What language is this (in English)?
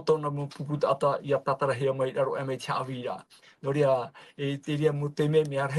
Tahitian